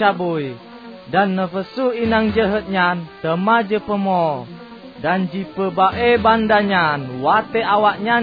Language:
Achinese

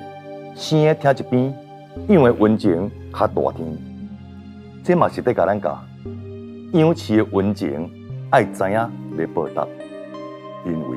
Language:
Min Nan Chinese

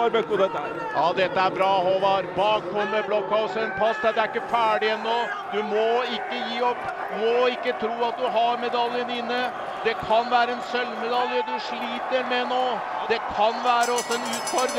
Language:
Norwegian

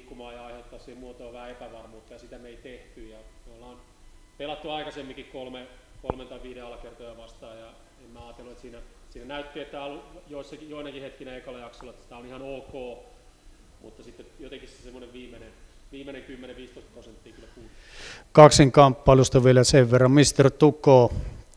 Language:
Finnish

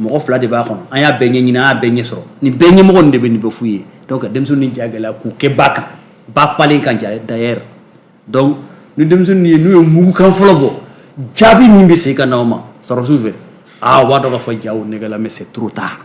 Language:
Bambara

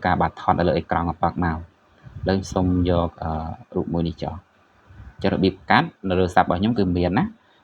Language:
Khmer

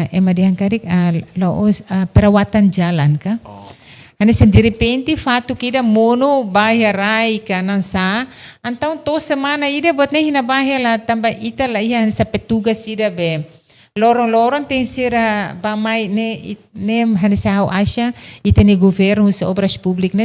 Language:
Tetum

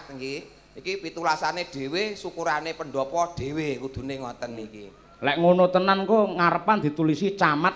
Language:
Javanese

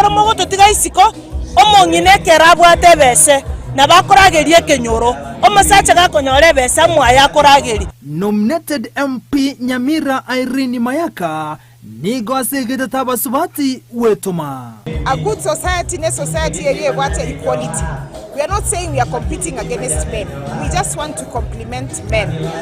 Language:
Gusii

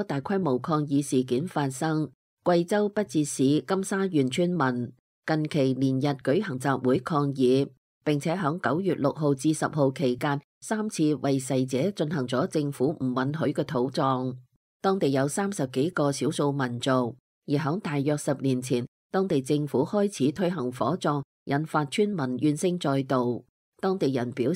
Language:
Cantonese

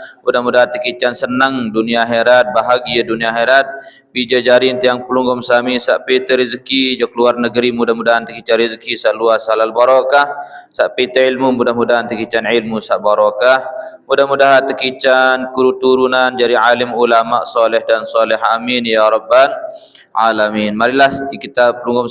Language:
Sasak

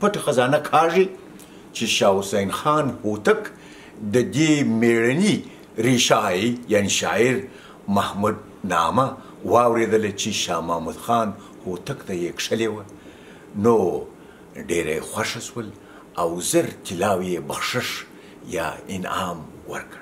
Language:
Pashto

